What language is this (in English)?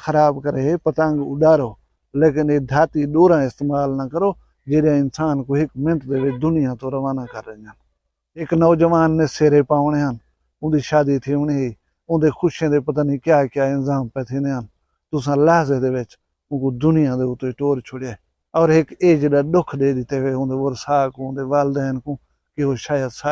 Saraiki